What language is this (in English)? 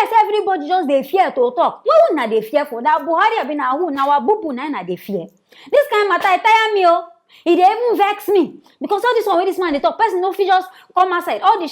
Nigerian Pidgin